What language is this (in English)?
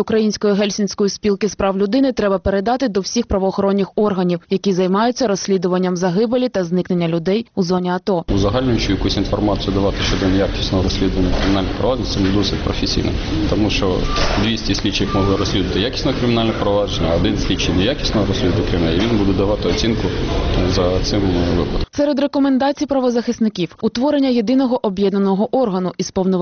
Ukrainian